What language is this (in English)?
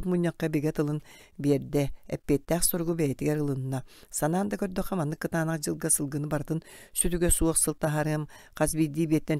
Yakut